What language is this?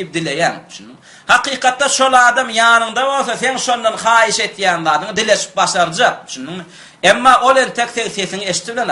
Turkmen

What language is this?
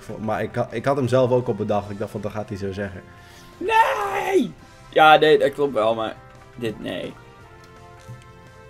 Dutch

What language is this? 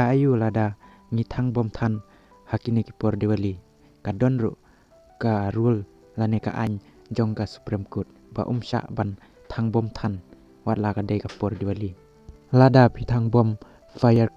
Khasi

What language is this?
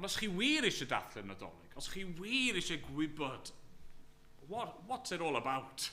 Welsh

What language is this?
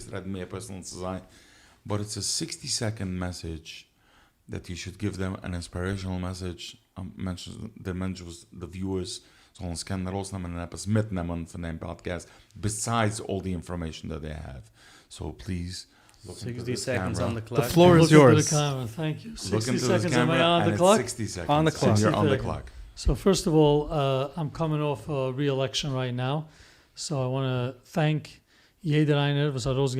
Yiddish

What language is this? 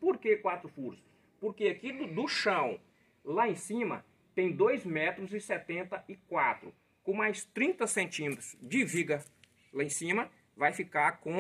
Portuguese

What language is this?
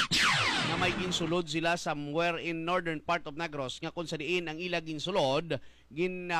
Hiligaynon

